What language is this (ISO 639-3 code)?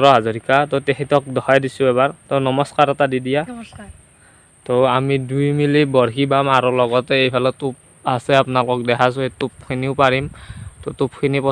asm